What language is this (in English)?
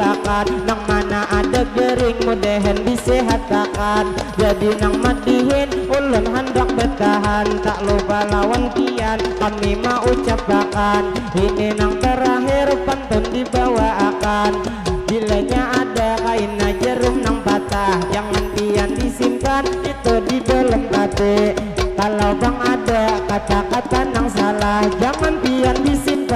Banjar